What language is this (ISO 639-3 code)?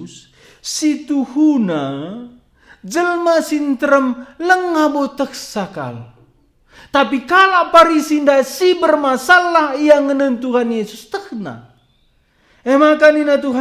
btx